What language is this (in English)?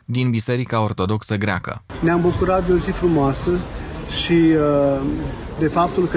Romanian